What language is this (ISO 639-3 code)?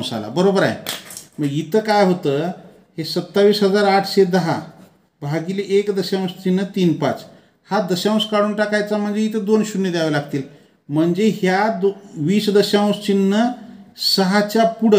mar